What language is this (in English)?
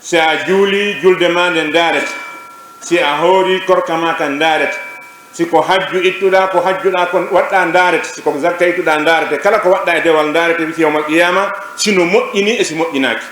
Fula